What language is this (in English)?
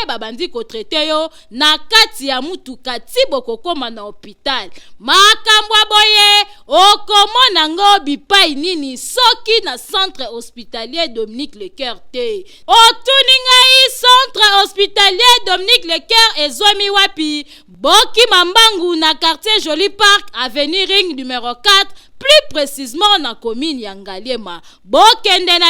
Lingala